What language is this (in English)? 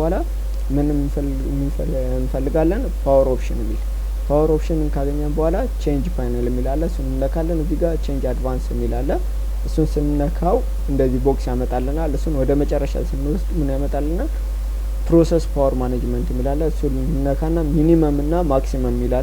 Amharic